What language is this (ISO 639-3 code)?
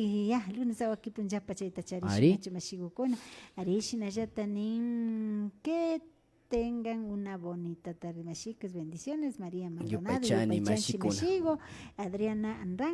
qvi